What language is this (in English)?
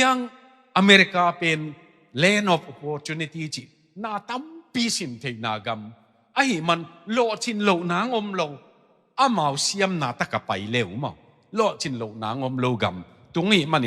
Tedim Chin